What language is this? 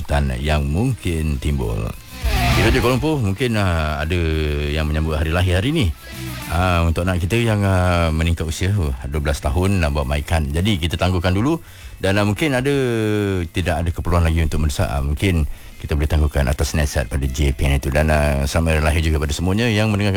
Malay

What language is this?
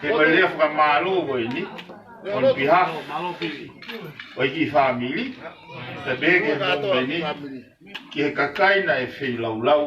Tongan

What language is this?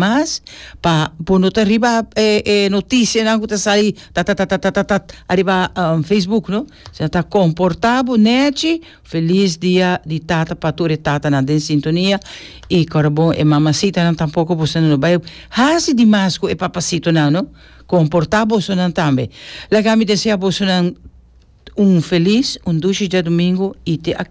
Papiamento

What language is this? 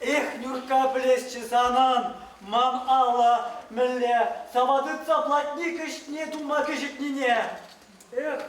Chuvash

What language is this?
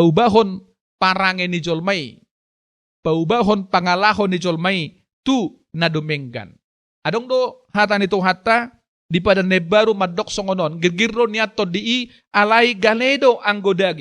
Batak Toba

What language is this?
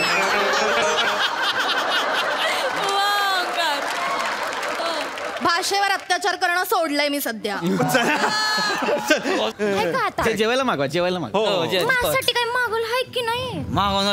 Marathi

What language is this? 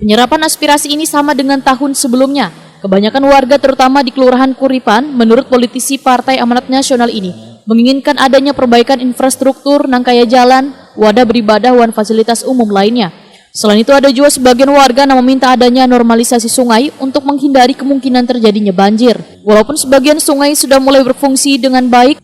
Banjar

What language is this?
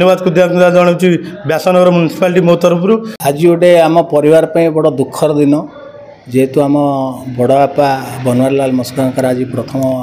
Odia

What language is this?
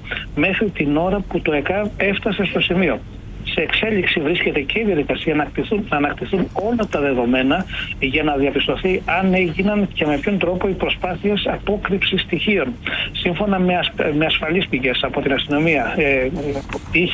Greek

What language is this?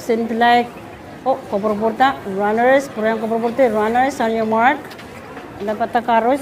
Pohnpeian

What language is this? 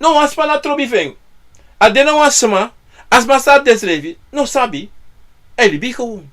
Sranan Tongo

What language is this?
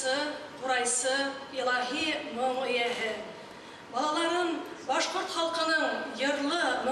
Bashkir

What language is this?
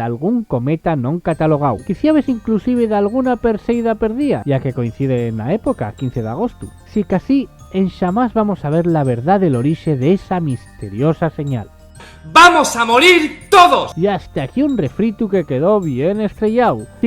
Asturian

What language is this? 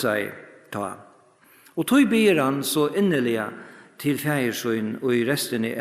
Faroese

